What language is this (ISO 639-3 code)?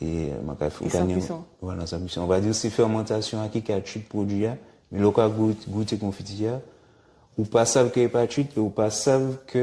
gcf